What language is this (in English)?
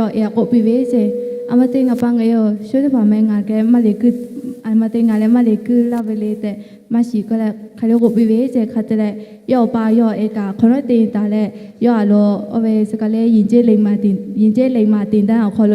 Lahu